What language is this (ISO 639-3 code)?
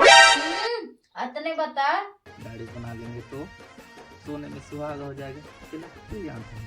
hne